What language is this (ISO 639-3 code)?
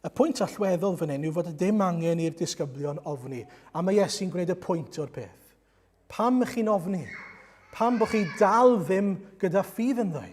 cym